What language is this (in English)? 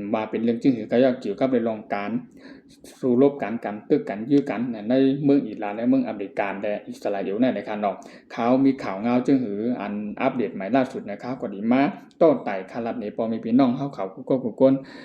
Shan